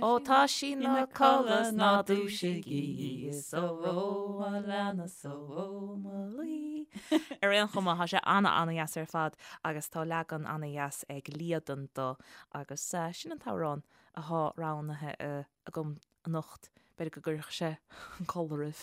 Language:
Irish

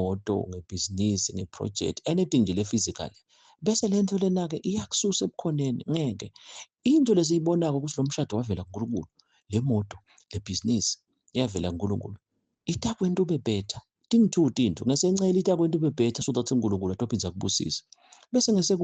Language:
Zulu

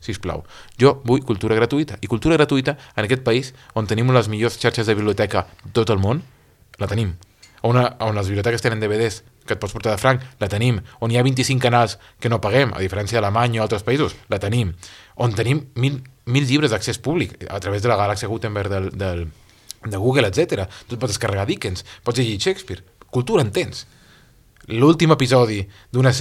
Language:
Catalan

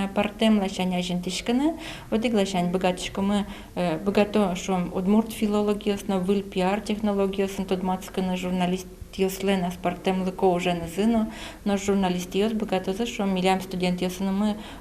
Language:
Udmurt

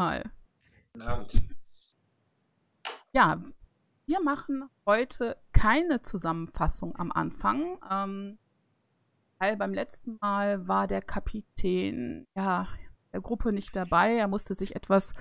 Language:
German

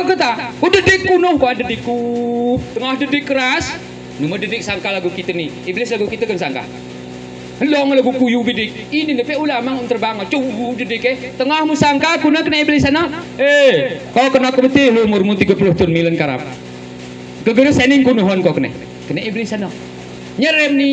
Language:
Gayo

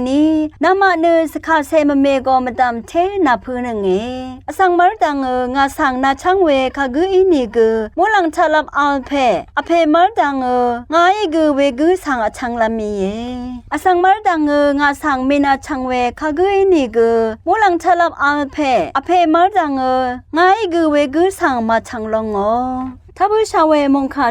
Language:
Rawang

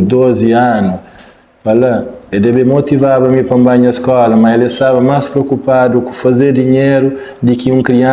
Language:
Kabuverdianu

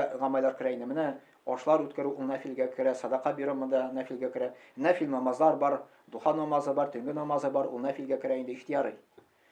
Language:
Tatar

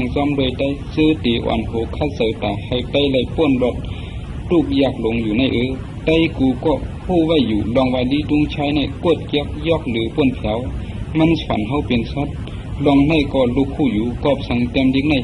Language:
Shan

